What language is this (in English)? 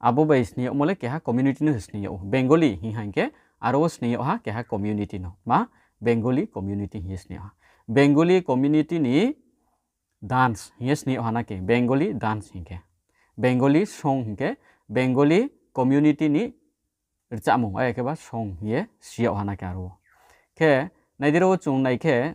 Riang (India)